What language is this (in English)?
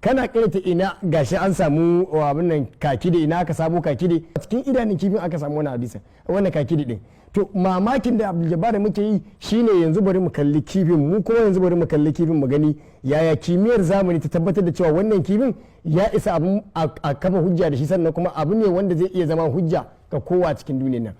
Hausa